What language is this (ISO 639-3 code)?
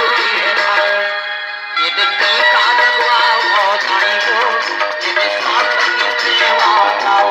hne